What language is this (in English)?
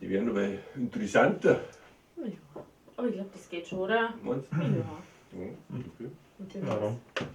Bavarian